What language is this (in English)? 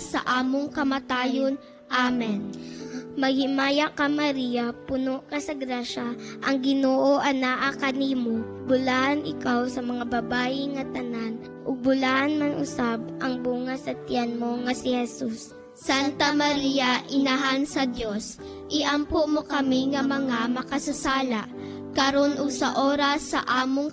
Cebuano